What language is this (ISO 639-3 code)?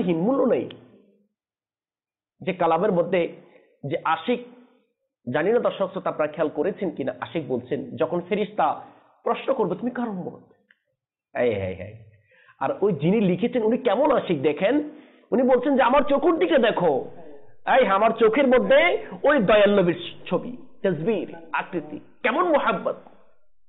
ben